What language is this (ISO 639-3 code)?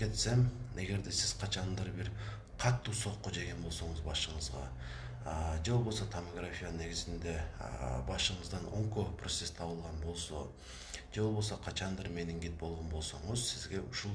kir